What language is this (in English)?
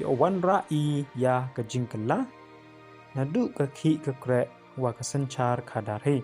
Pnar